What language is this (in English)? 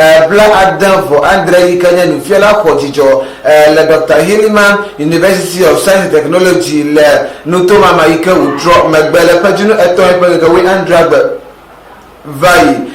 Ewe